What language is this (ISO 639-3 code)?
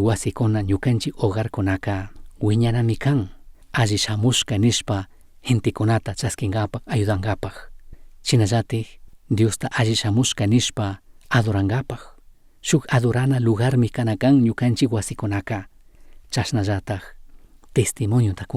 qug